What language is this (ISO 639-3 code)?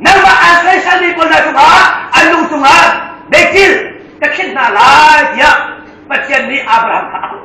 cnh